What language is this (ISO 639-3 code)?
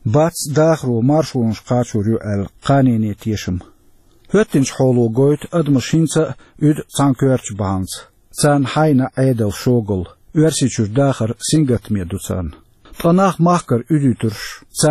che